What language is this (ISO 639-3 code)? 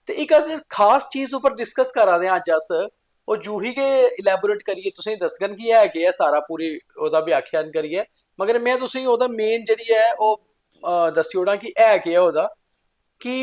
doi